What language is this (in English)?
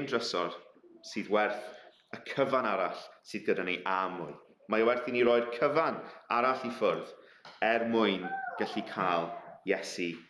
Welsh